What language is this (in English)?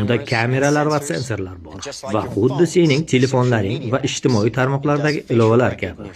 Uzbek